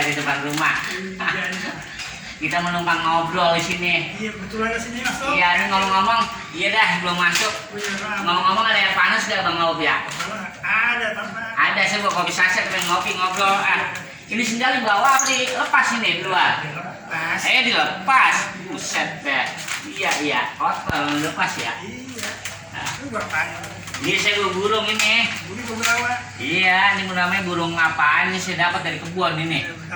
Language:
Betawi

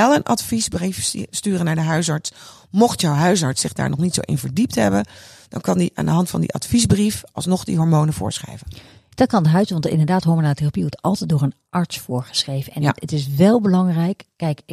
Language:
Dutch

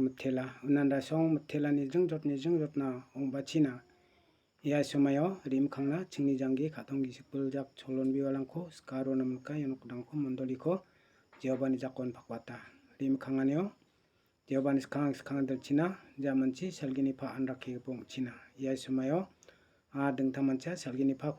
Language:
Garo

